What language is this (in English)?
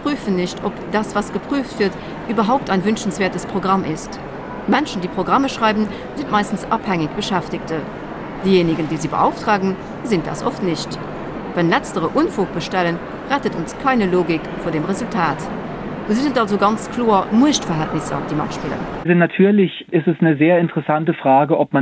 Luxembourgish